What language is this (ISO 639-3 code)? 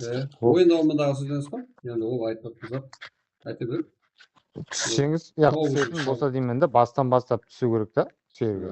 kaa